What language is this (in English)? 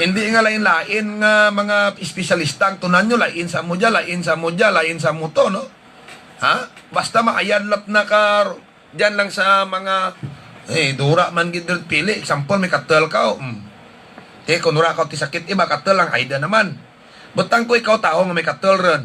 Hiligaynon